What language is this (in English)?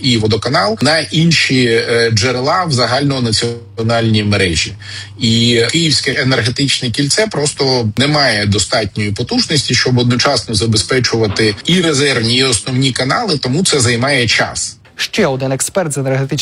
Ukrainian